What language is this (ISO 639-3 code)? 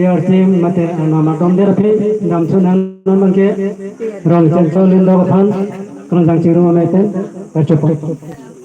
mjw